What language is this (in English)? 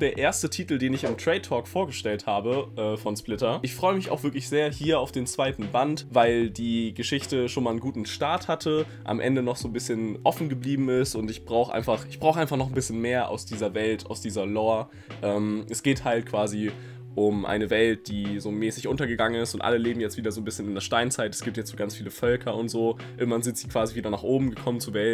German